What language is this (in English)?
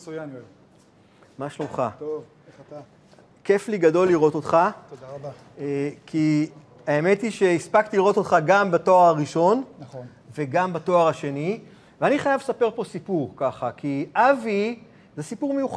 Hebrew